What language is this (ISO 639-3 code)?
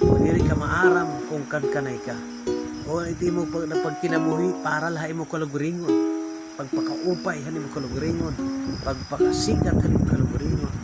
war